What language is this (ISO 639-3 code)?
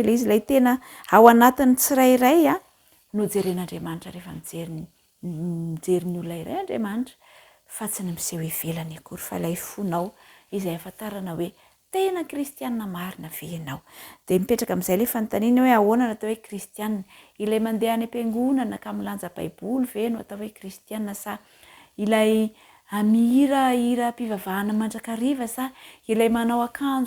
mlg